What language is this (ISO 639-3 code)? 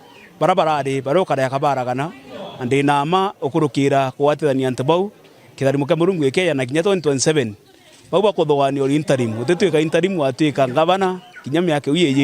mer